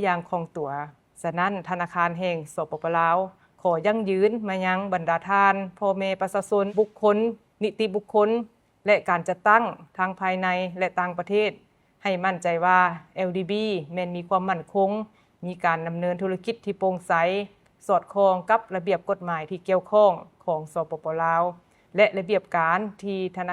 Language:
Lao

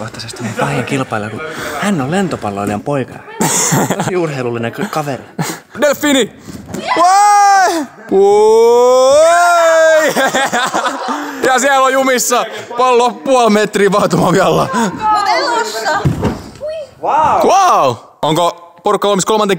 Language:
Finnish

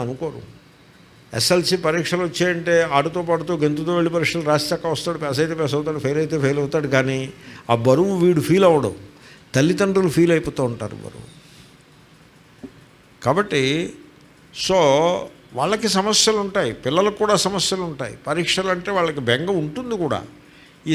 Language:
Telugu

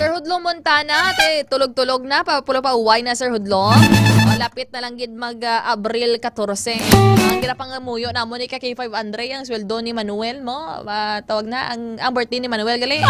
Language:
Hiligaynon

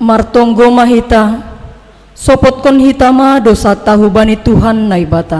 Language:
Batak Simalungun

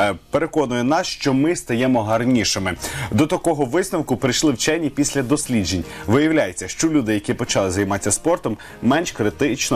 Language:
Ukrainian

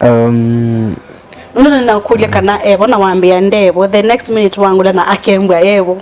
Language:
Kamba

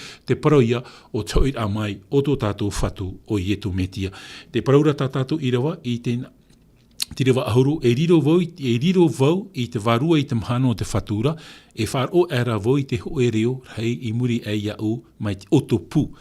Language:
Tahitian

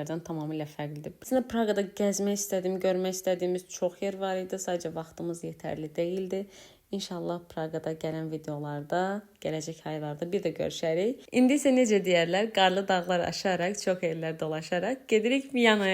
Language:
Azerbaijani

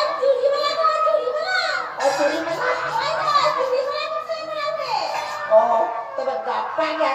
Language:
Santali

